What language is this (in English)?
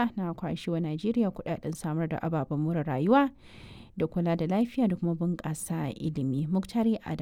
Hausa